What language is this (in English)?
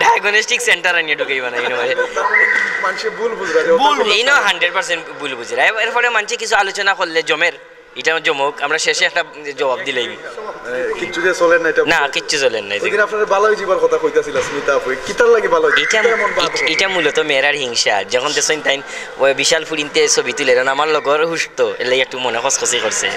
Sylheti